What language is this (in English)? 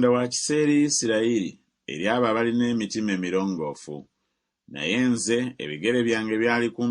Ganda